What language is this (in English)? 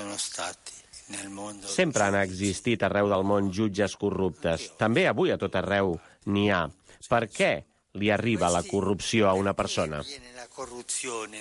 Catalan